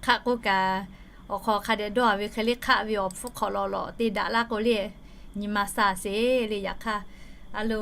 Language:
Lahu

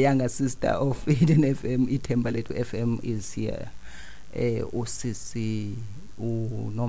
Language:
Xhosa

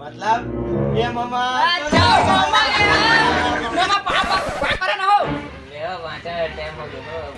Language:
Chhattisgarhi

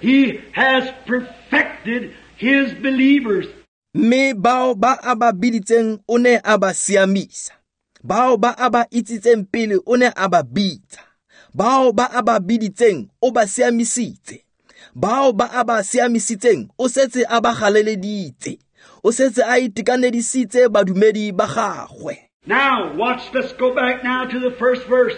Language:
Tswana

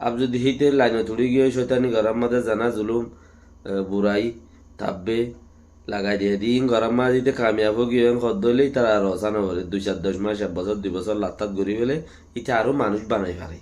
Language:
Rohingya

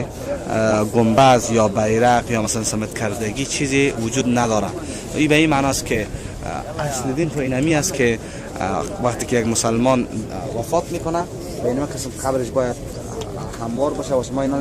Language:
Persian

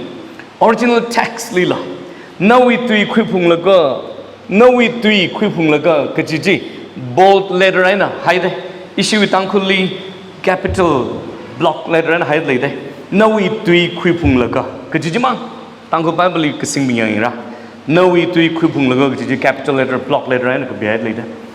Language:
Tangkhul Naga (India)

